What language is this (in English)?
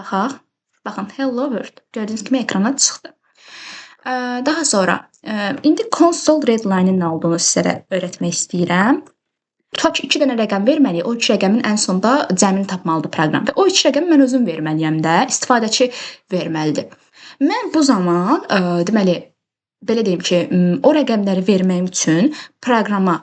Azerbaijani